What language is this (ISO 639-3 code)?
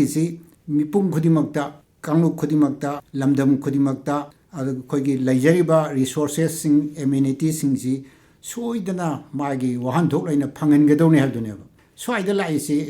mni